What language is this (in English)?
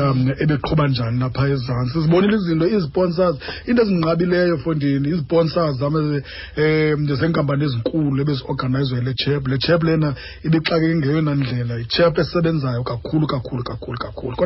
Xhosa